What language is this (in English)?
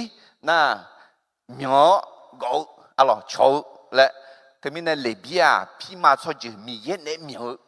Akha